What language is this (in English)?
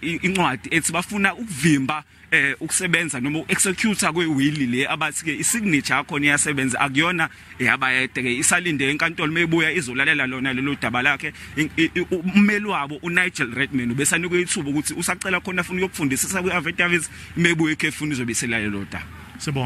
Zulu